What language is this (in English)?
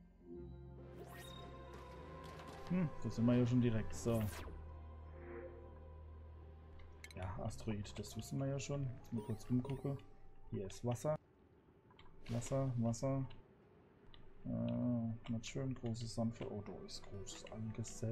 German